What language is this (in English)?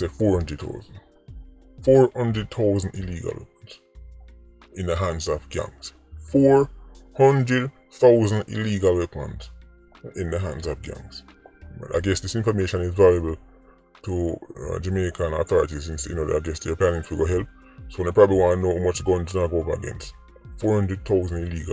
Jamaican Creole English